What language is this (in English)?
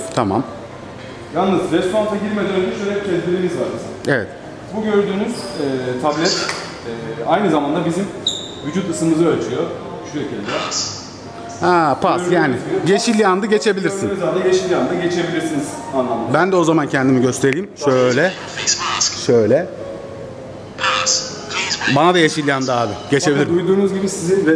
Turkish